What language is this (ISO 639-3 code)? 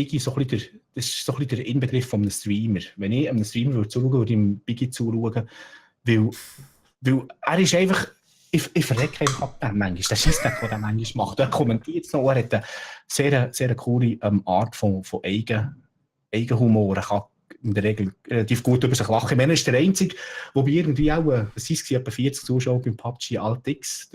gsw